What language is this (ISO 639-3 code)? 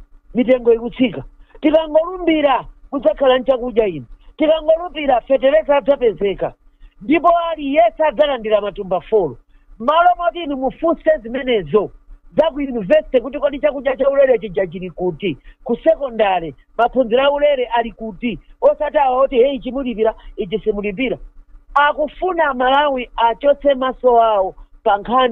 nya